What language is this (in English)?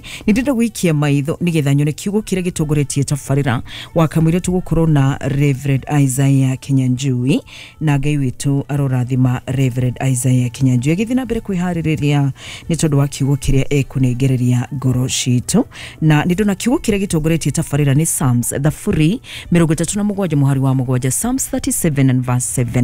Kikuyu